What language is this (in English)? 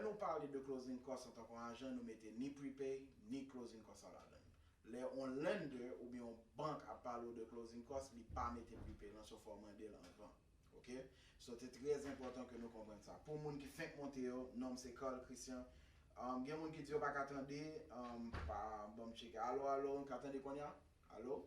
Haitian Creole